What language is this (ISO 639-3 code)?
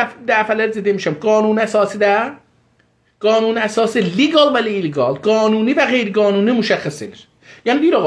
azb